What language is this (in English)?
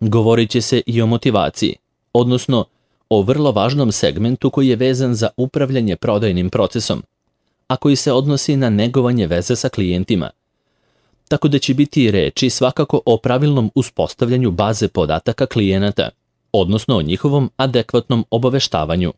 Serbian